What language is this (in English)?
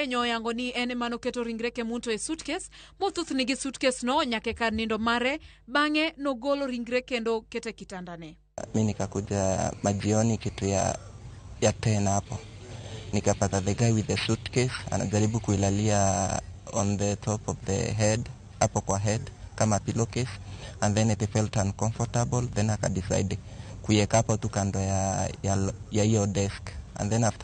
Luo (Kenya and Tanzania)